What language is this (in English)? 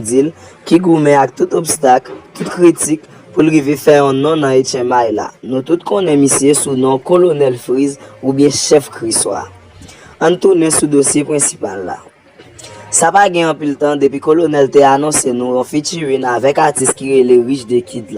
Haitian Creole